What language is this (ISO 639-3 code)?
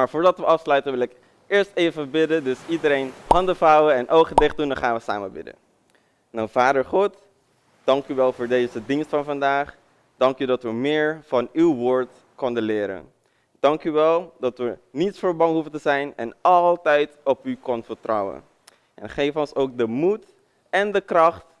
nld